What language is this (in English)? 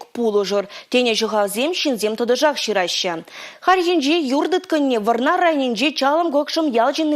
Chuvash